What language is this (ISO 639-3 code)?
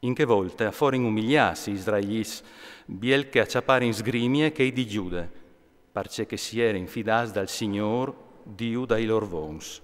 fur